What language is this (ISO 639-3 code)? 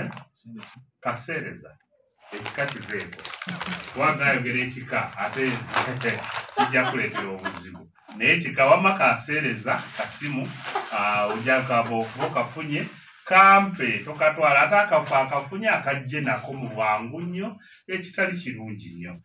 lug